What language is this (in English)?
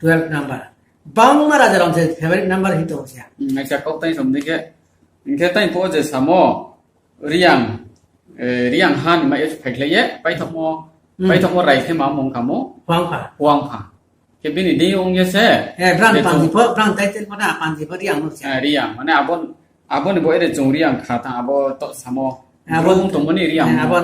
Riang (India)